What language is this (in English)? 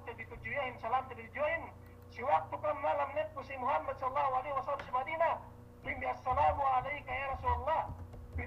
Yakan